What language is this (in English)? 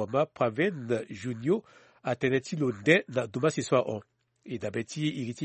Sango